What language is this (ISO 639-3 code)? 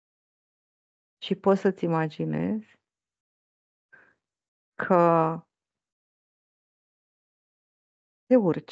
ron